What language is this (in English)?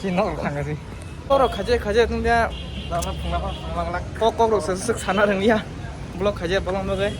Kok Borok